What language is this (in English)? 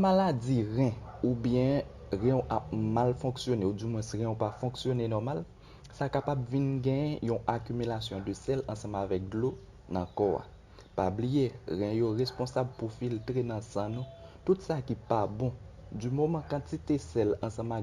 Haitian Creole